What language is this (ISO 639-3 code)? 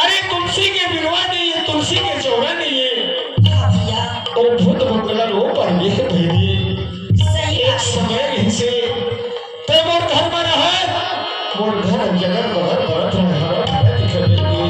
hne